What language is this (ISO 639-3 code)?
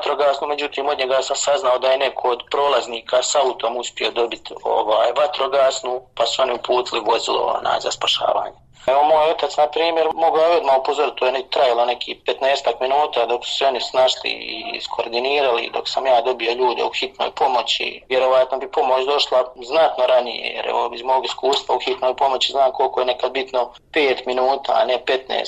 bos